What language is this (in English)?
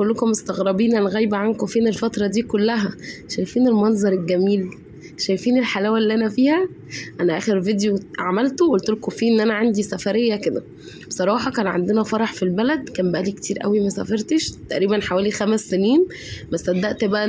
Egyptian Arabic